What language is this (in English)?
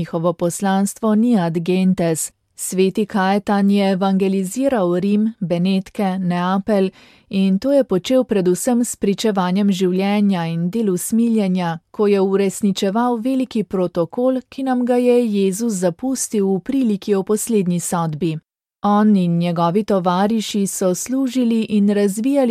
Slovenian